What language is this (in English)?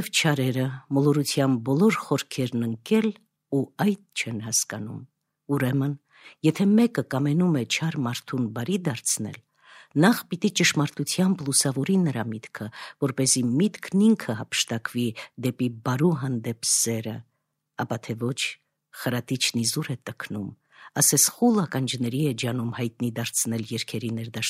Armenian